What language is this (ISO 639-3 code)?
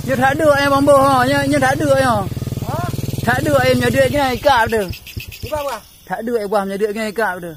ace